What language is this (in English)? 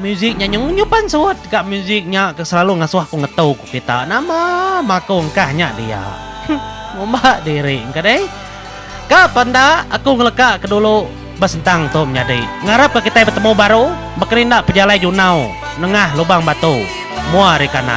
Iban